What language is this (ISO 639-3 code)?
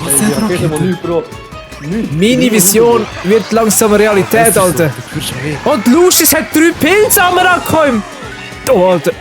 gsw